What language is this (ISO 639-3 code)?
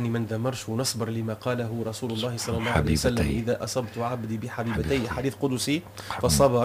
aeb